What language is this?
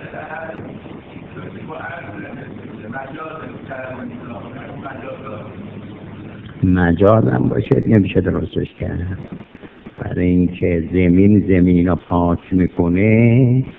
Persian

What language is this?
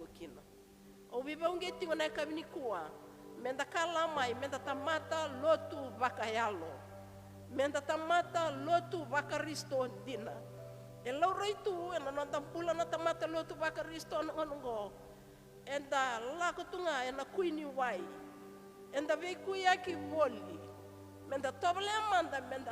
Fijian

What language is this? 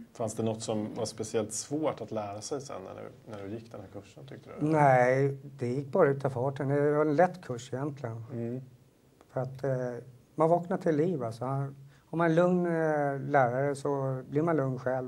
Swedish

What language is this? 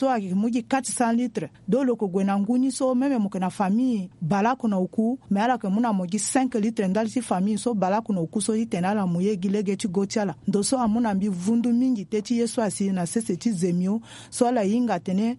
Sango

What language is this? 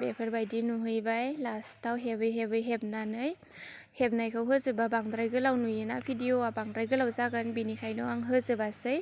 Bodo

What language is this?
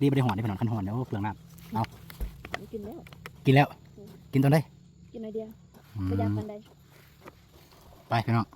Lao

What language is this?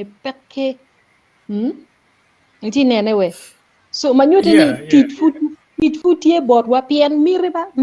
Acoli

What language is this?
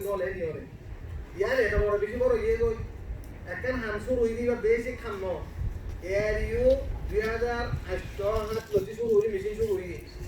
Rohingya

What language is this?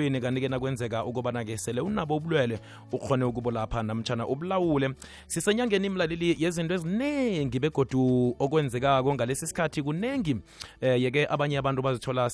South Ndebele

